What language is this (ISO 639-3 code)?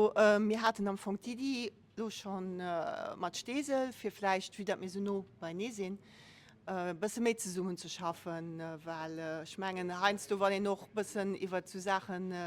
ltz